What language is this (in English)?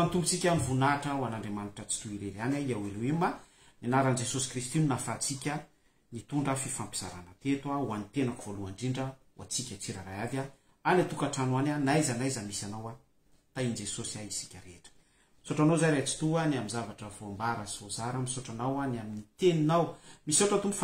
Malagasy